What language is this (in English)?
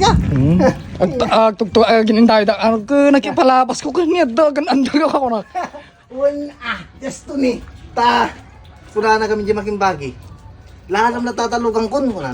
Iloko